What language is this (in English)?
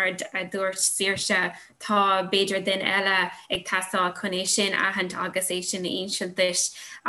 Irish